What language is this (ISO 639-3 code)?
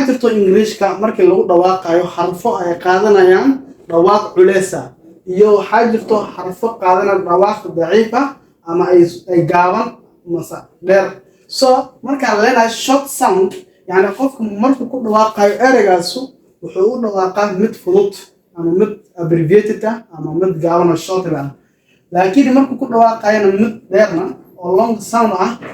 som